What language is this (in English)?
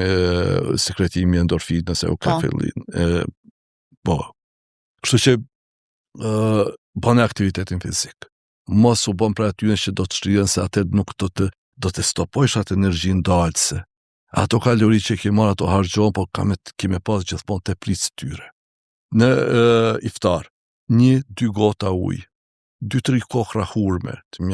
Albanian